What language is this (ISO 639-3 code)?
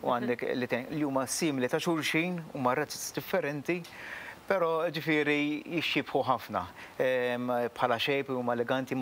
mlt